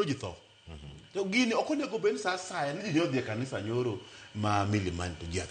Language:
Luo (Kenya and Tanzania)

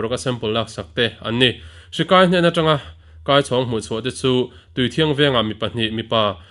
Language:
Mizo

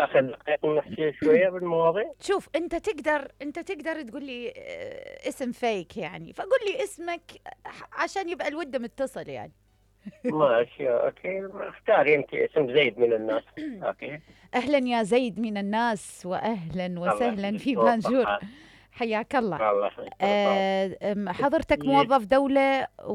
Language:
Mesopotamian Arabic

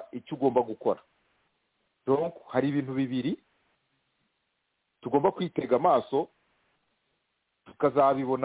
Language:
Kinyarwanda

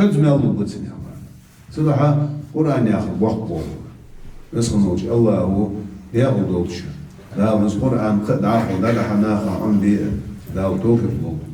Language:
Ingush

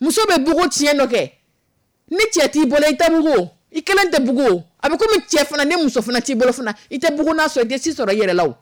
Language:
Dyula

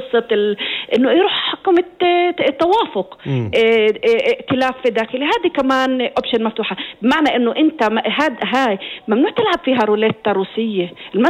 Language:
North Levantine Arabic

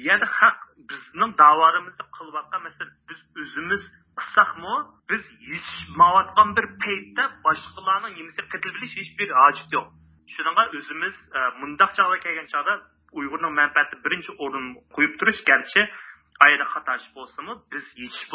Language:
Uyghur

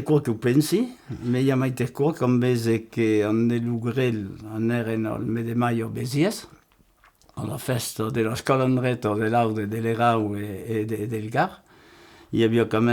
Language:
Occitan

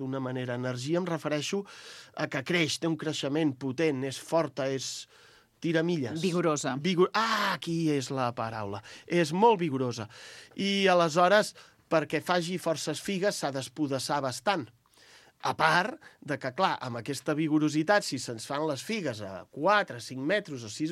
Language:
Catalan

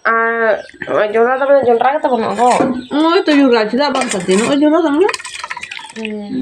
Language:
Santali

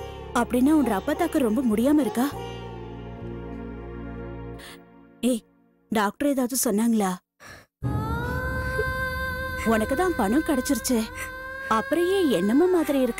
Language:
Tamil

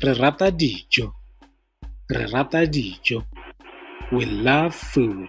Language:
Tswana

